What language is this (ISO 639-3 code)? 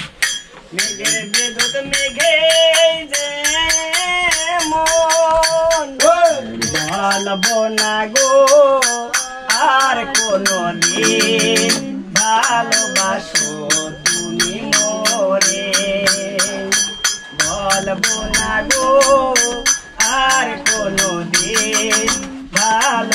ben